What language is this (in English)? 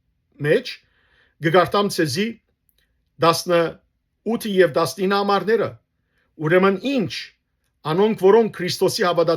Western Armenian